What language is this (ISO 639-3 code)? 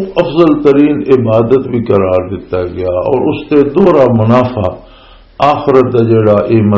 lah